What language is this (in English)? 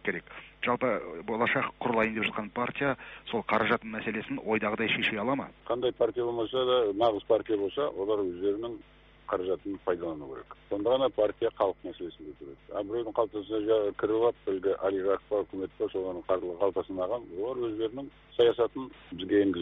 Kazakh